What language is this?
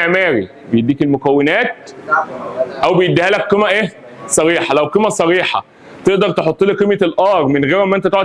Egyptian Arabic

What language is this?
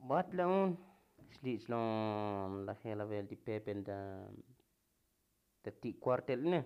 Tzotzil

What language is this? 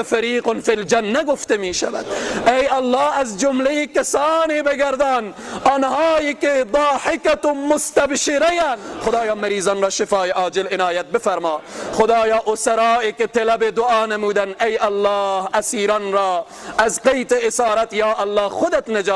Persian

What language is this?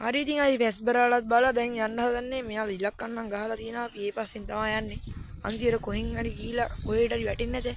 Sinhala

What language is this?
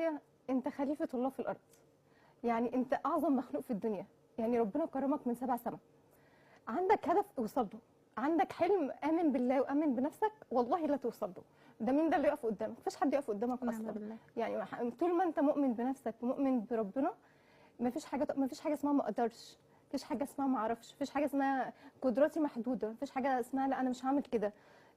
Egyptian Arabic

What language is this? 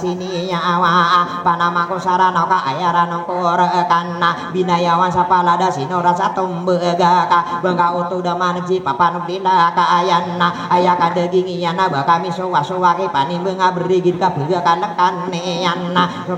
Maranao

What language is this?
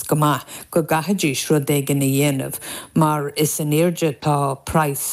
Irish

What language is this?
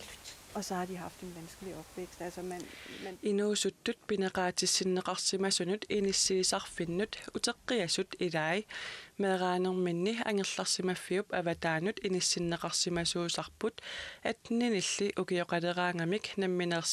Kalaallisut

